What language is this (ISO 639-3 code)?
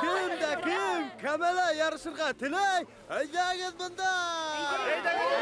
bak